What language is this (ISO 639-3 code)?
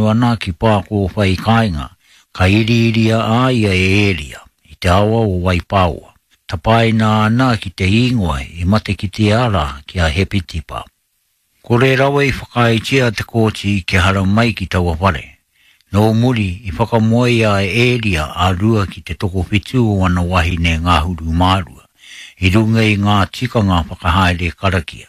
mri